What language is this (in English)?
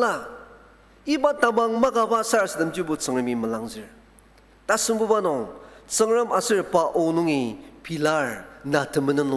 Ao Naga